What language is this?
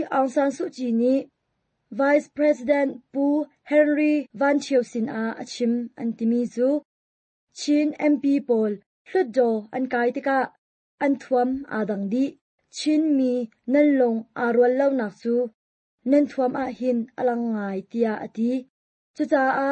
Hakha Chin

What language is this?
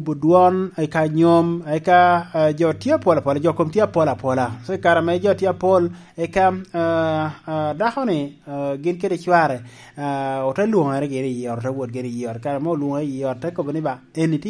Lango (Uganda)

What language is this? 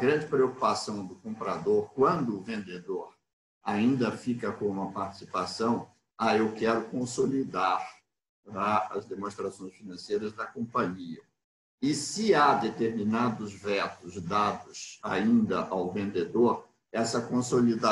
Portuguese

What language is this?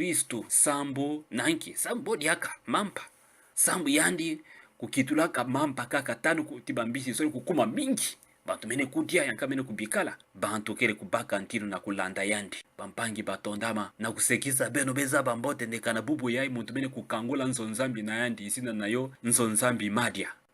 Kituba (Democratic Republic of Congo)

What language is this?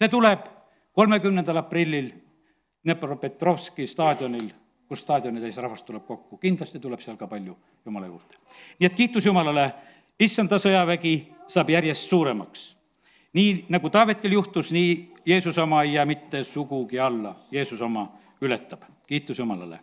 Estonian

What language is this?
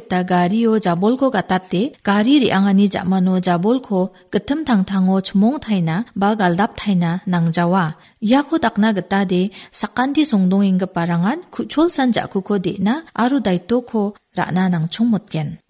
Garo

